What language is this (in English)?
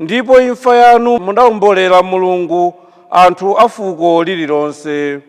Nyanja